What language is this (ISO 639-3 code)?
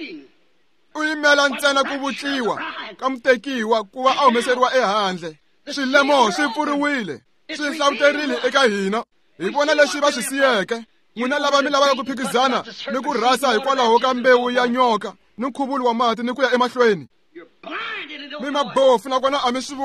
tso